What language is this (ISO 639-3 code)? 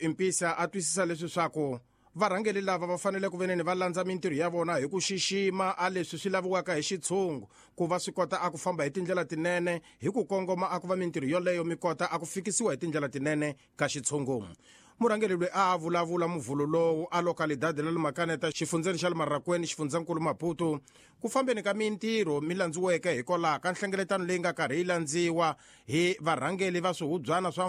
tso